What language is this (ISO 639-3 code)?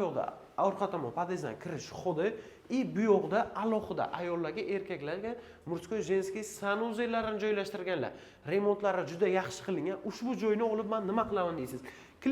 uzb